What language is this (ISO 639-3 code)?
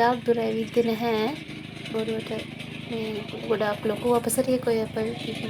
sin